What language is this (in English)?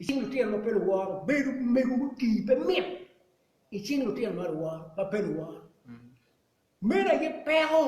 Acoli